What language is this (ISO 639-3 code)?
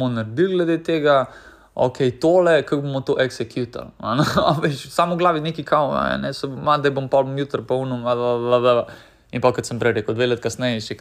slv